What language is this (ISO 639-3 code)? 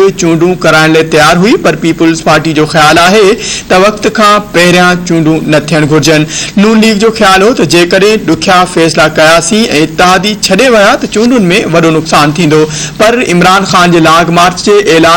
snd